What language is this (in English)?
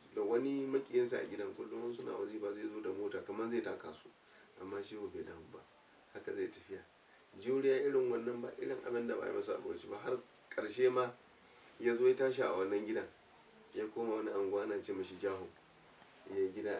Hausa